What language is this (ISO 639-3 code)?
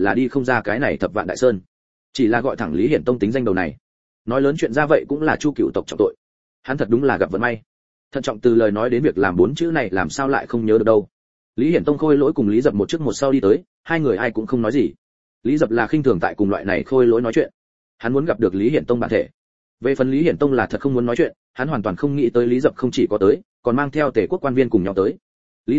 vie